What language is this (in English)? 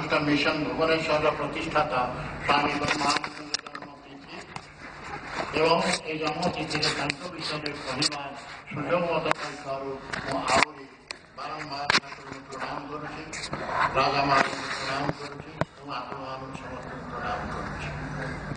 Odia